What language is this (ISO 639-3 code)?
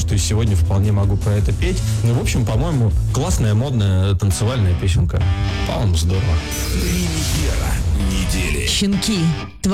rus